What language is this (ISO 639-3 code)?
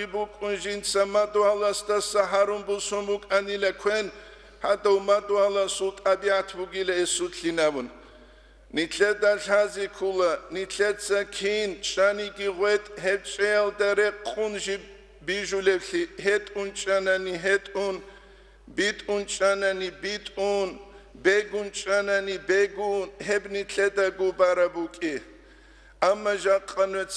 ava